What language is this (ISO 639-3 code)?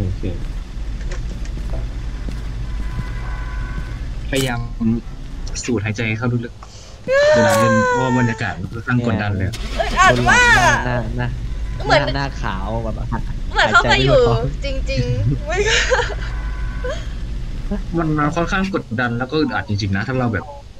tha